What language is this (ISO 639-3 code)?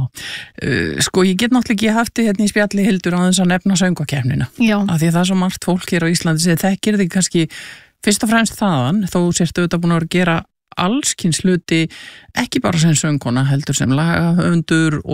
isl